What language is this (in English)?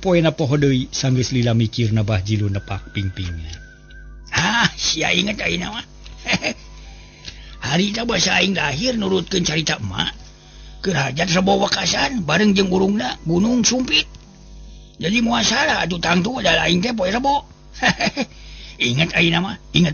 Sundanese